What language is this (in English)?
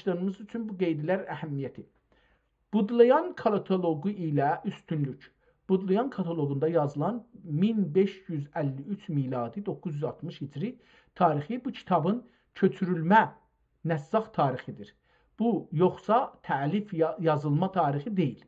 South Azerbaijani